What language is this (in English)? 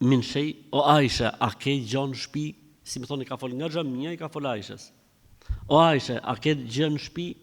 Albanian